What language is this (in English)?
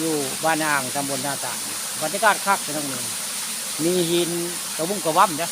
Northeastern Thai